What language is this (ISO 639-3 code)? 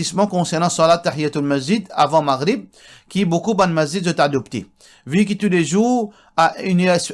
mfe